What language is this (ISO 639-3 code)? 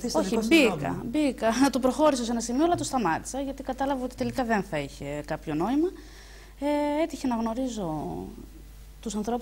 ell